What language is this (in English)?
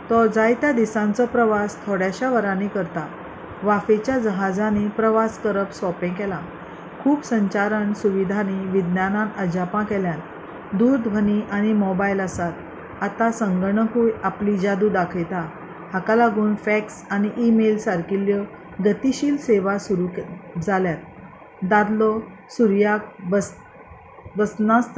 Konkani